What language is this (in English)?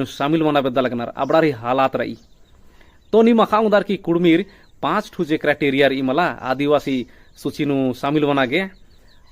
Kurukh